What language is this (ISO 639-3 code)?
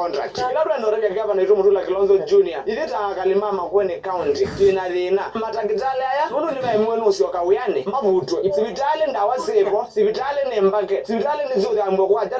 kam